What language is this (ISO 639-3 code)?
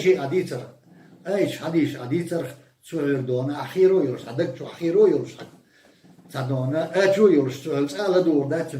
che